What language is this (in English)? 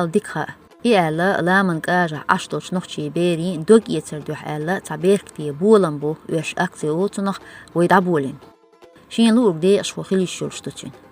Chechen